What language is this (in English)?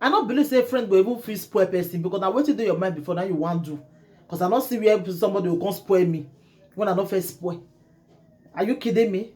Nigerian Pidgin